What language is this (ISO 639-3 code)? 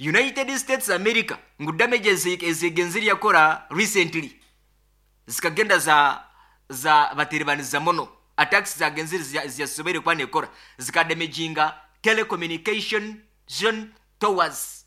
nyn